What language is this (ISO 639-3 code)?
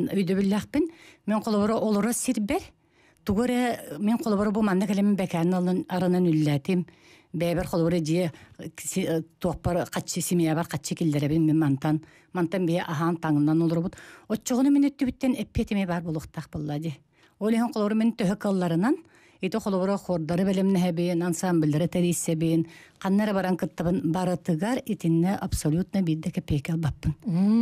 sah